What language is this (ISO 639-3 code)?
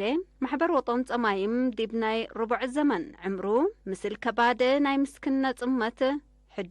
tig